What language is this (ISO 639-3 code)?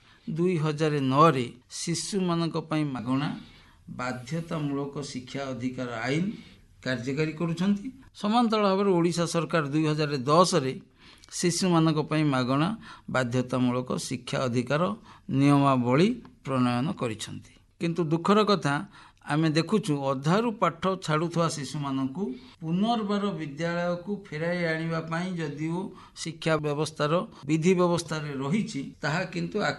ori